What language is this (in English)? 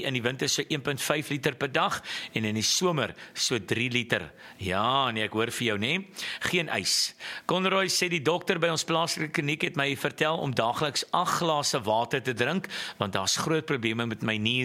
Afrikaans